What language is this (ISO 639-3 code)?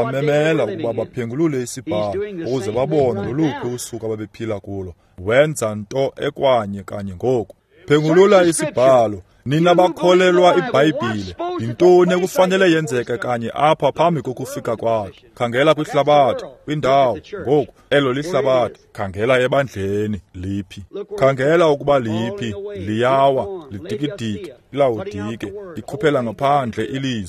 xho